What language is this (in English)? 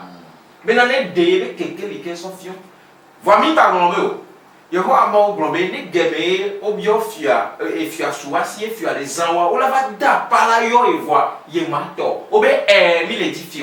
Ewe